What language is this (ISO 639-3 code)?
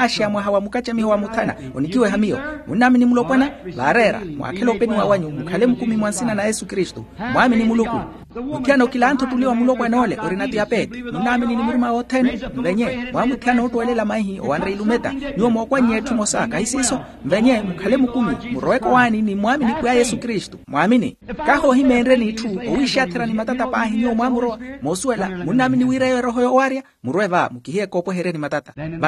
vmw